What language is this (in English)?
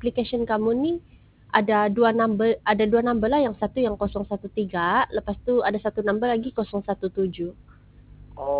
Sabah Malay